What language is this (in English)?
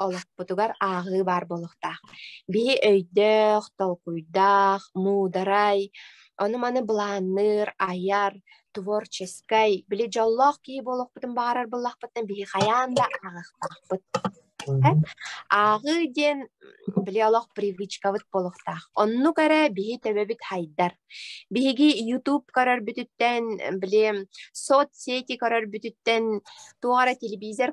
Yakut